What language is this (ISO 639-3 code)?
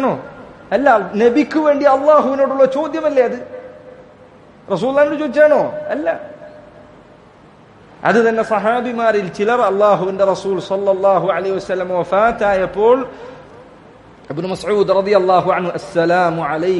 mal